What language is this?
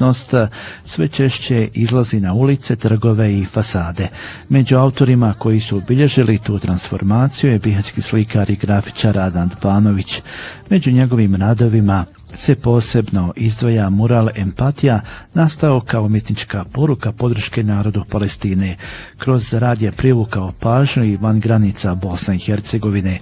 Bosnian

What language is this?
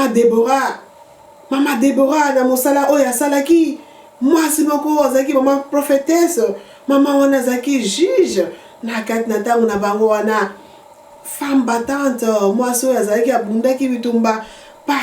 Lingala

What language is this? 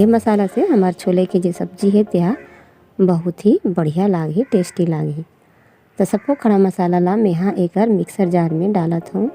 Chhattisgarhi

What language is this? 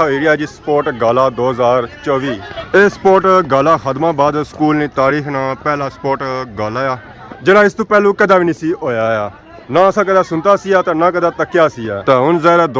Pahari-Potwari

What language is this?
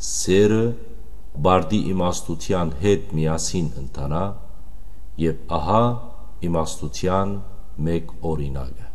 Western Armenian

